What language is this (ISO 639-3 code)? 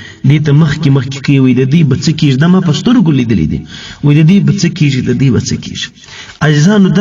pus